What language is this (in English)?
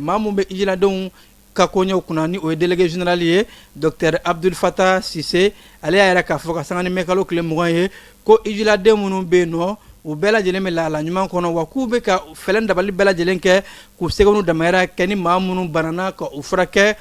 Bambara